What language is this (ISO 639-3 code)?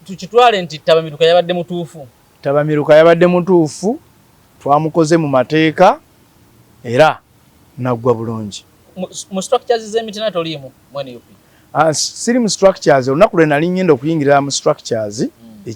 lug